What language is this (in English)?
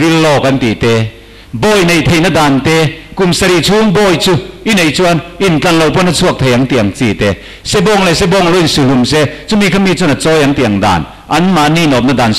Mizo